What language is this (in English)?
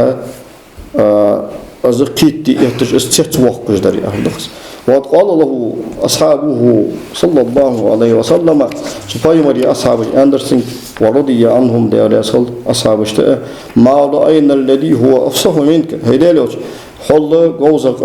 Ingush